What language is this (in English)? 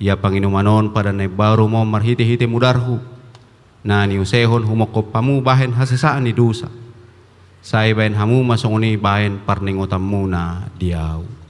Batak Toba